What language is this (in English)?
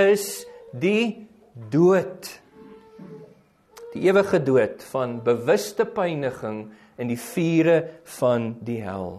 Afrikaans